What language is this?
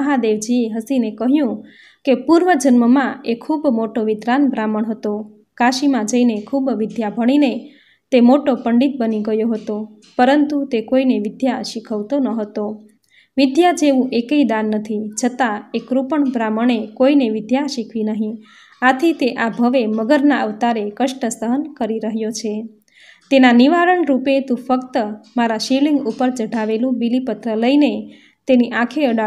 Gujarati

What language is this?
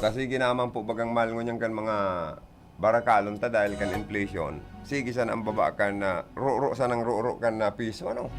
Bikol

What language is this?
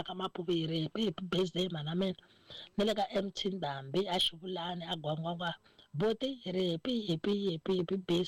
Tsonga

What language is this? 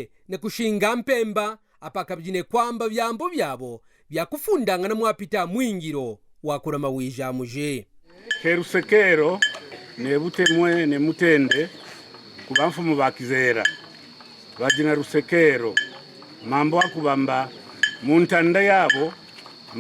Kaonde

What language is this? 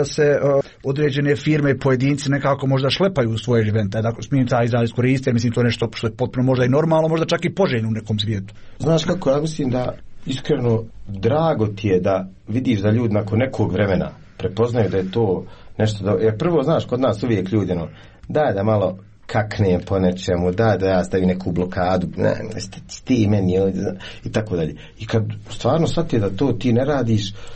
Croatian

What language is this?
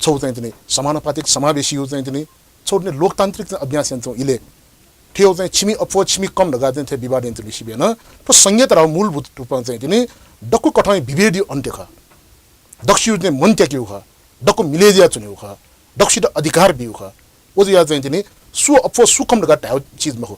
Newari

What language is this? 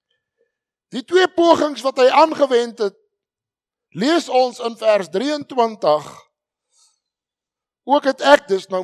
Afrikaans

